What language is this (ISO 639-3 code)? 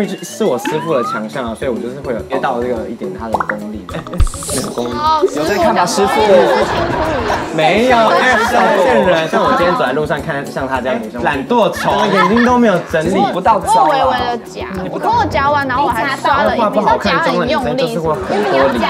zho